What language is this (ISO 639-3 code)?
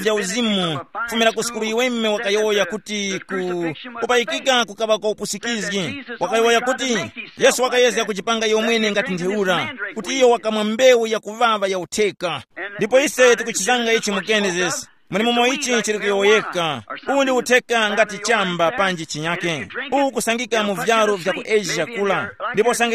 tum